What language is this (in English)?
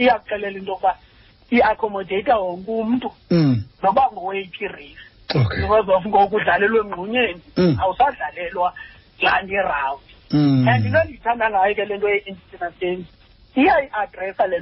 Xhosa